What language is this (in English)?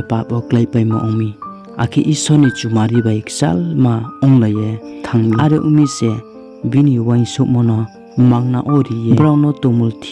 Riang (India)